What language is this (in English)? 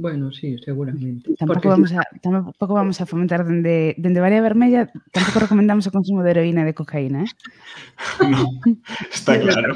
Galician